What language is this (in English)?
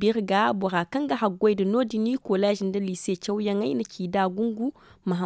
Zarma